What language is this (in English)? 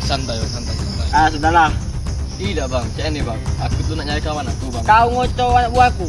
Musi